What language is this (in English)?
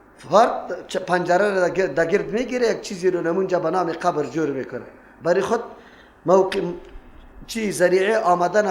Persian